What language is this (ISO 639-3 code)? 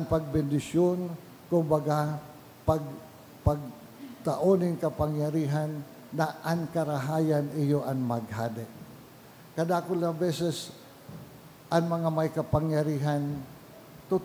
bik